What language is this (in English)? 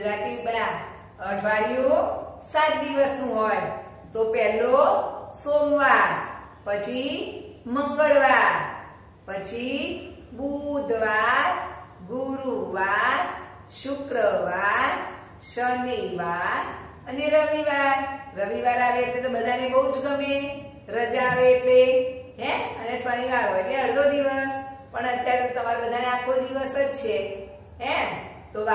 Gujarati